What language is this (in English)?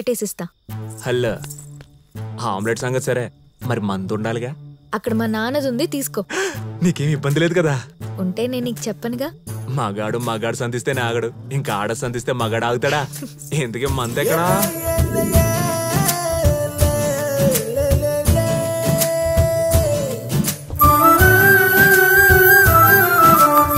Telugu